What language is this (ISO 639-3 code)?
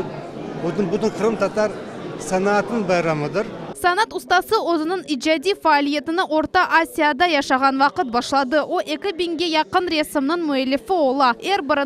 crh